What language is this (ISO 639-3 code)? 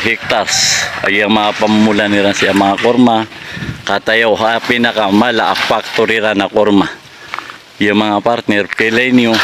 mrw